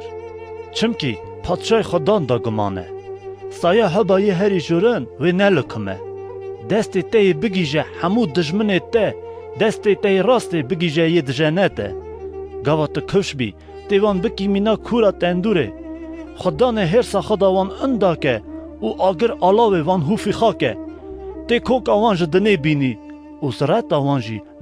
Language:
Kurdish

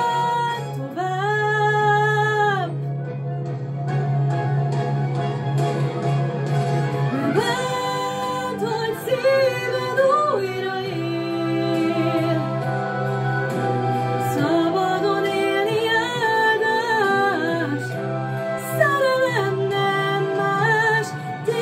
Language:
Hungarian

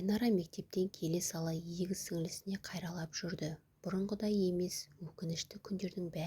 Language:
Kazakh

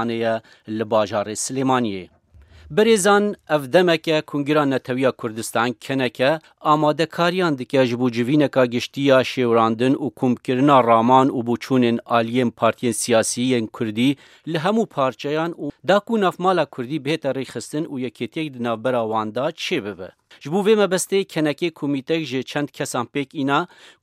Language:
Kurdish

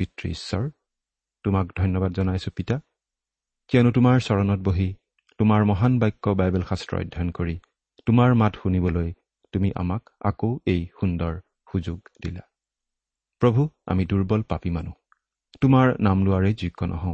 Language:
Assamese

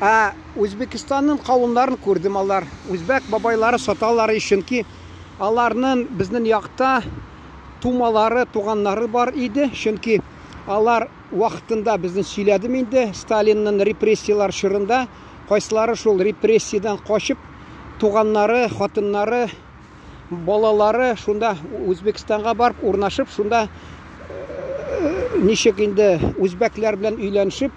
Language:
Tatar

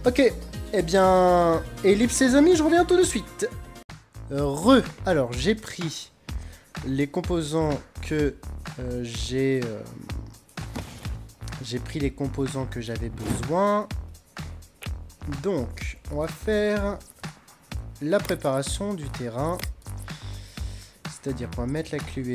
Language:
French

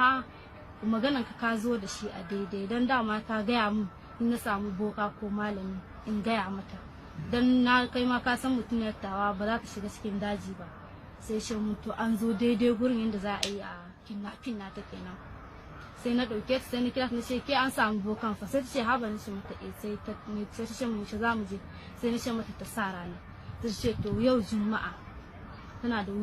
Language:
Hausa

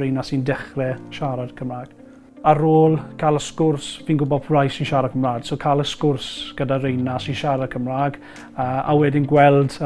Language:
Welsh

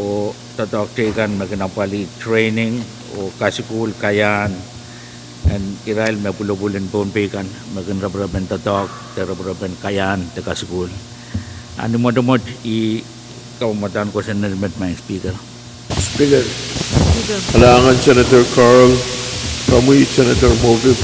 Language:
Pohnpeian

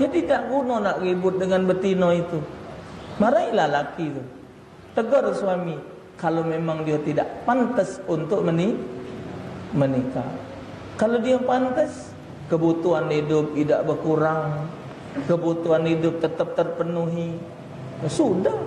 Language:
Musi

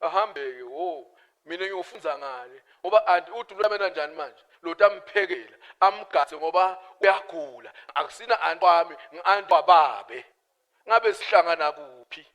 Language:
Swati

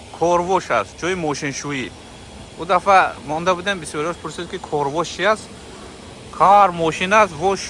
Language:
Tajik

